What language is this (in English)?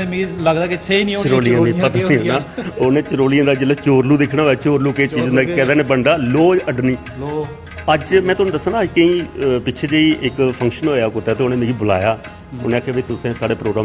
Dogri